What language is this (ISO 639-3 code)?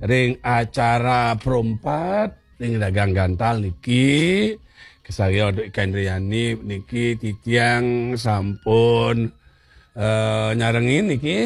ban